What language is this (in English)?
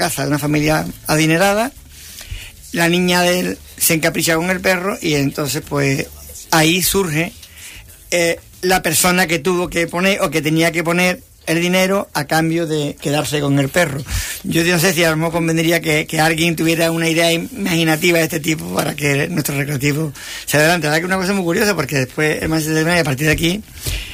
Spanish